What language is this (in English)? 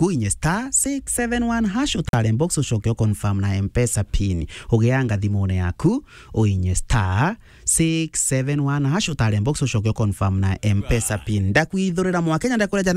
Meru